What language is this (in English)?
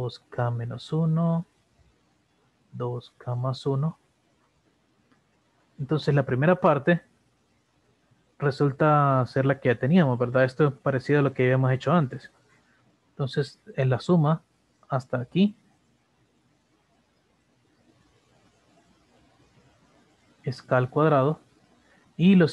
Spanish